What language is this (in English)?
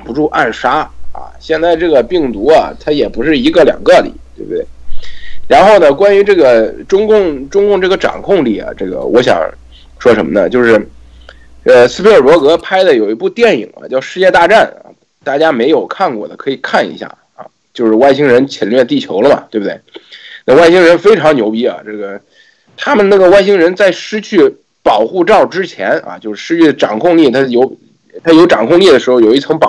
Chinese